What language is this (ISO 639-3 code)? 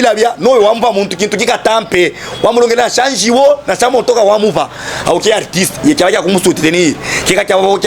lub